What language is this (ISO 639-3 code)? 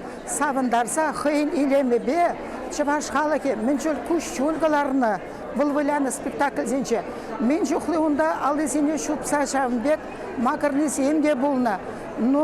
chv